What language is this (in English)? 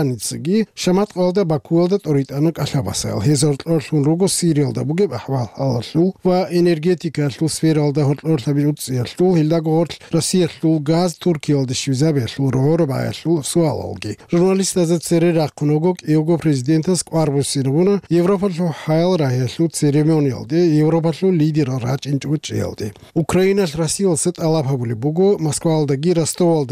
Avaric